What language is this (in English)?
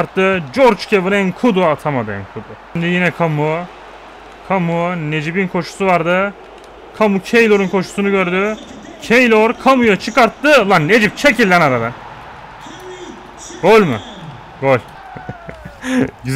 Turkish